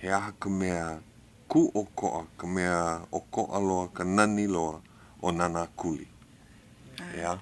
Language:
Hawaiian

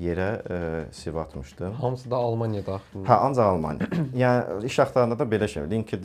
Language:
Azerbaijani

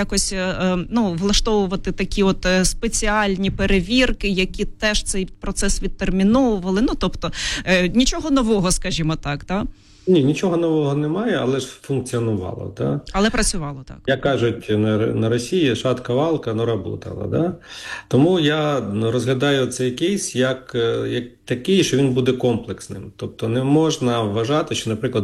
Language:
Ukrainian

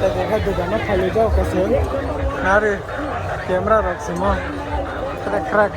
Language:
Kok Borok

